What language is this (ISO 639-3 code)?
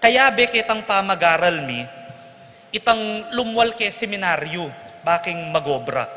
pam